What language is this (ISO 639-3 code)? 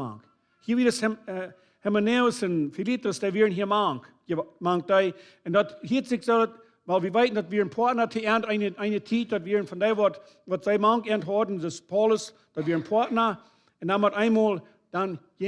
pdt